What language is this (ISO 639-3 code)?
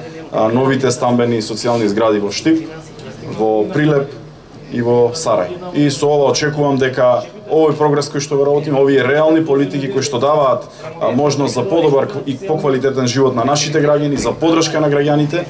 mkd